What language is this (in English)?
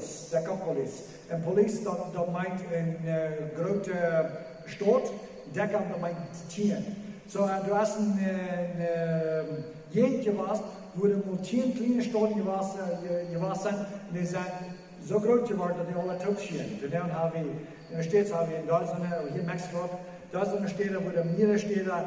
Plautdietsch